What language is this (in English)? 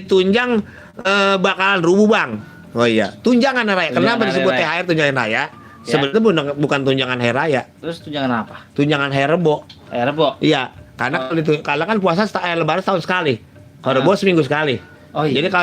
Betawi